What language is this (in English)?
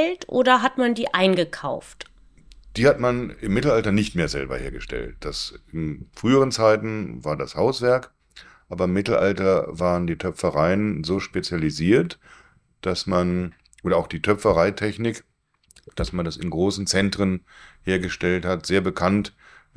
German